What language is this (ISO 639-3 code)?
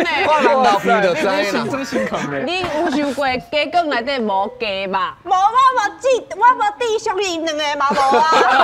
nan